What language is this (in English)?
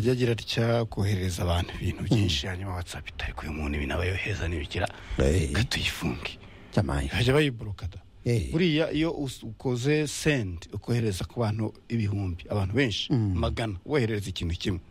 Kinyarwanda